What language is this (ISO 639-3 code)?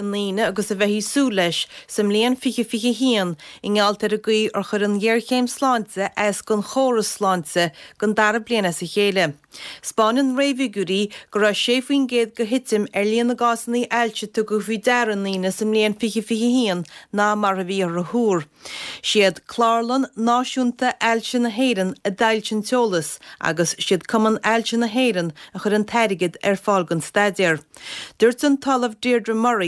gle